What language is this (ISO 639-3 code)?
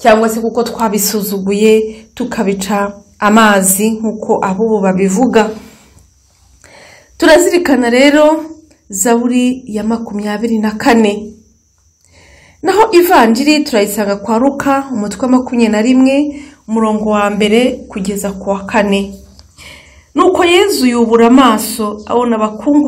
kin